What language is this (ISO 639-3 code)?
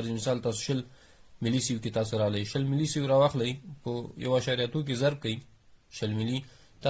pus